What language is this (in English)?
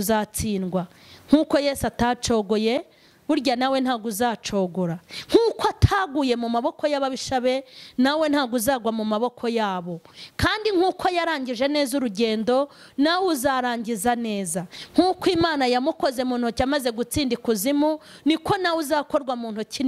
Kinyarwanda